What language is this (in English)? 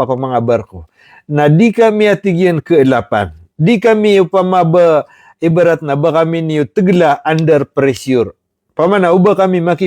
Maranao